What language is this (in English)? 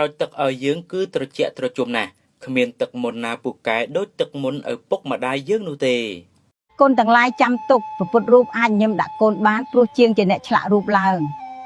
Khmer